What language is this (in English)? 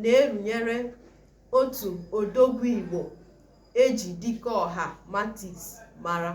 Igbo